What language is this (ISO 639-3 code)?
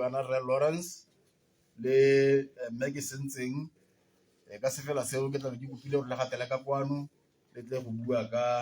tsn